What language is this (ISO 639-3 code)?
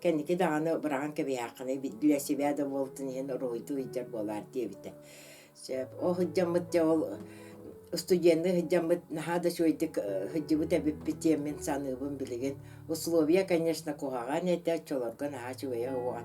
sah